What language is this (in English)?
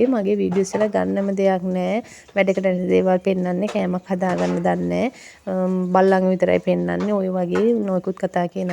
Sinhala